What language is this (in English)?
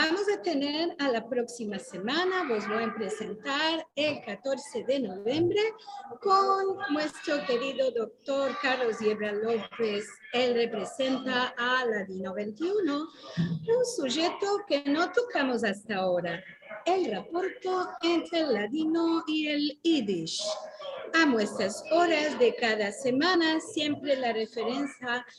Ladino